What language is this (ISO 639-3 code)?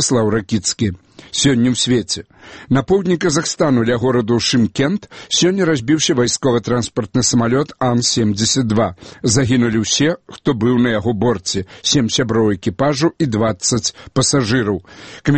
bel